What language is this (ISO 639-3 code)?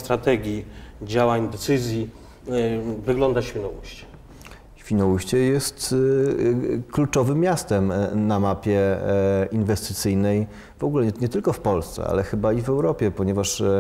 pol